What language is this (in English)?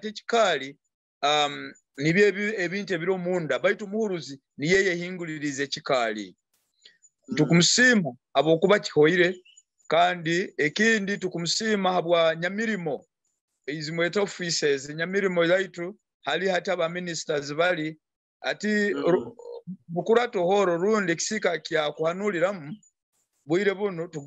Nyoro